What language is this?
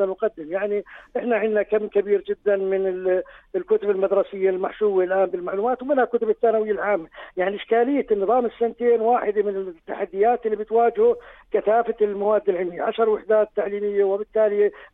North Levantine Arabic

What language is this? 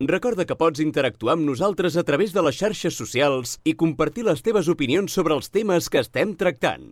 Catalan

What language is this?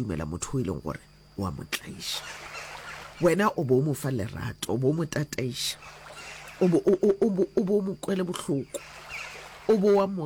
Northern Sotho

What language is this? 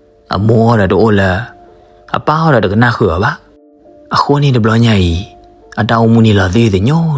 S'gaw Karen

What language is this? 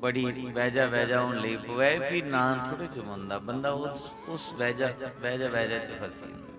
Dogri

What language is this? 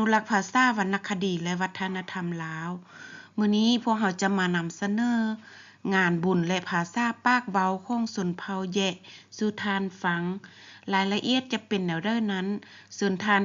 Lao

